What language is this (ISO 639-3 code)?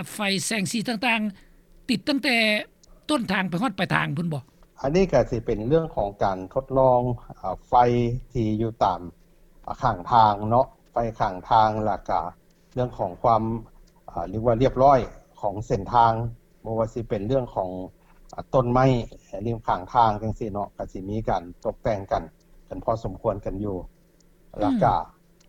lao